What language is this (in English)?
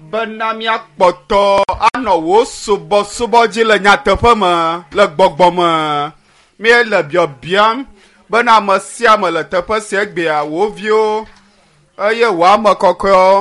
Ewe